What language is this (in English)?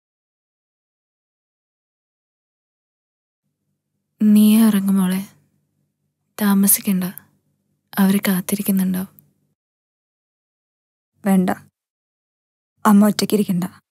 Malayalam